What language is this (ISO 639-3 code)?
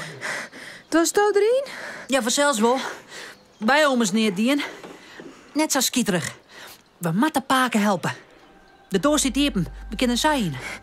fry